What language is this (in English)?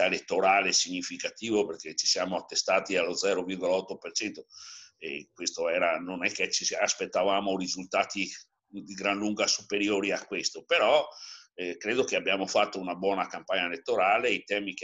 Italian